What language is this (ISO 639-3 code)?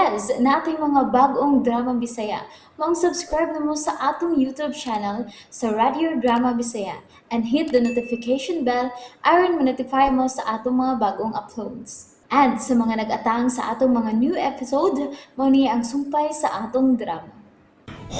ceb